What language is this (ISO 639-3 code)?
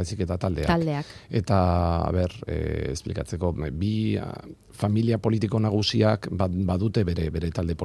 eus